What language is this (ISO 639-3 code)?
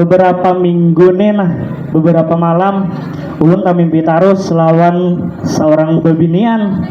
bjn